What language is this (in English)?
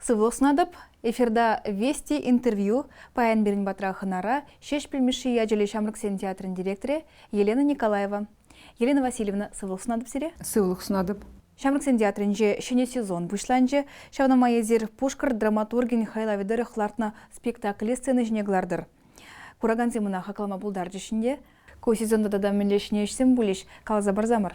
Chuvash